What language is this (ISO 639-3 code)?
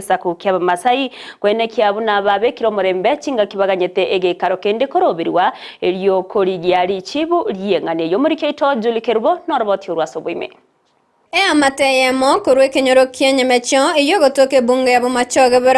guz